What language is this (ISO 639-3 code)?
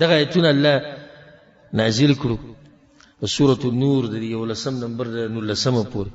pus